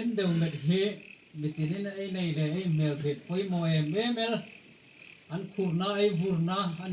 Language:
Hmar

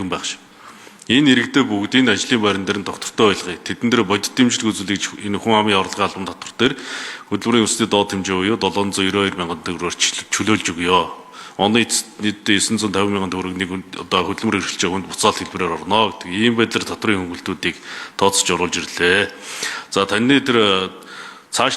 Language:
Mongolian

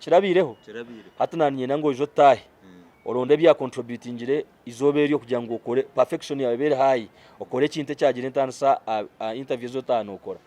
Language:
Nyankole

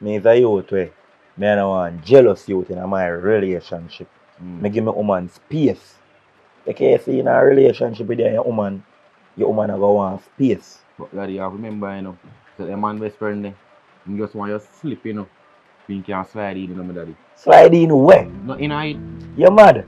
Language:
Jamaican Creole English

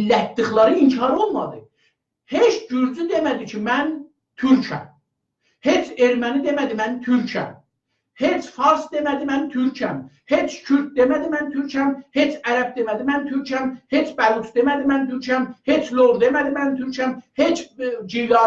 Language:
South Azerbaijani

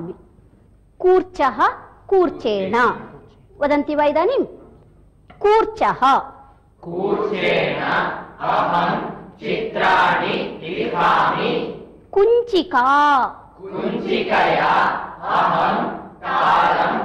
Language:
Sanskrit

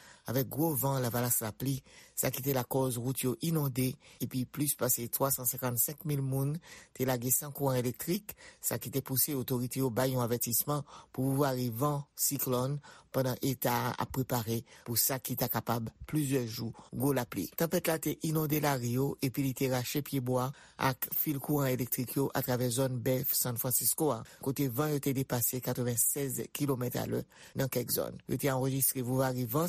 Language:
Haitian Creole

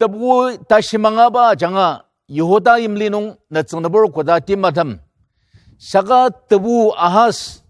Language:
Ao Naga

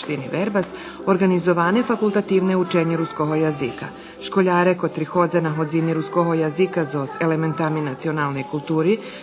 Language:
Rusyn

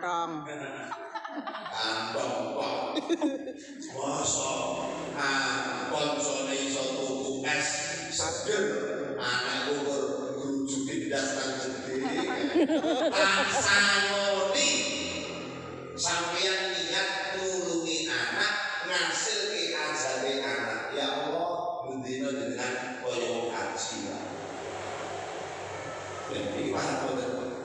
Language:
Javanese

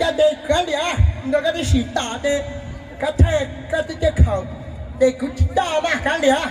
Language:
Hmong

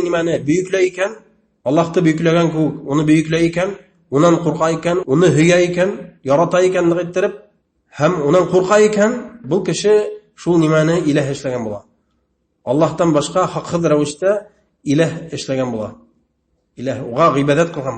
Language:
Bashkir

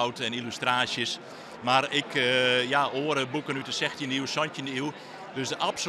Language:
Western Frisian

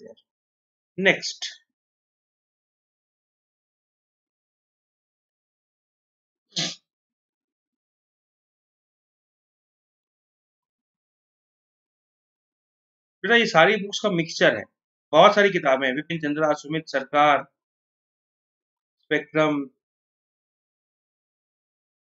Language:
Hindi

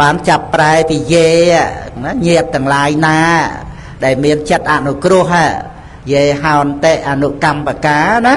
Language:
Khmer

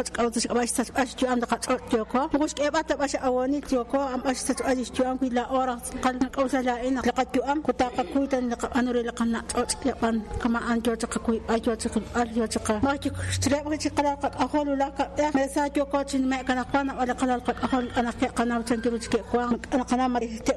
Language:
Kekchí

